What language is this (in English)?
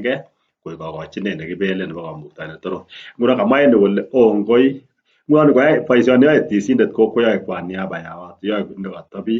Kalenjin